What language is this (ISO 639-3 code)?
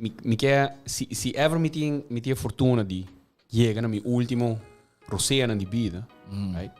pap